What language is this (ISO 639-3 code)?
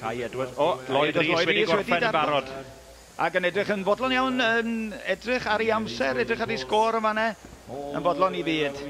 cym